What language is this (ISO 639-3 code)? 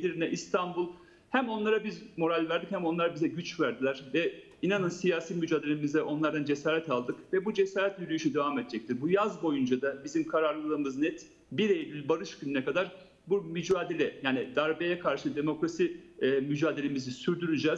tur